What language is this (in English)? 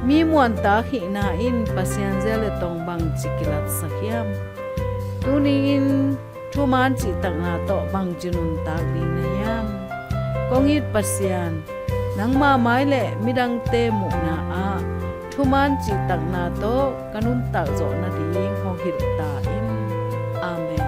Tedim Chin